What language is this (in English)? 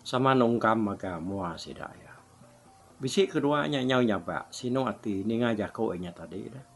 Iban